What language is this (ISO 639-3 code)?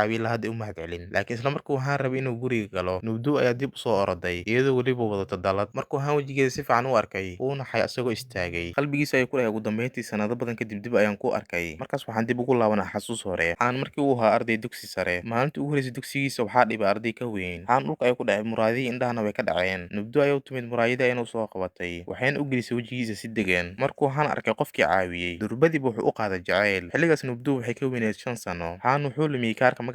som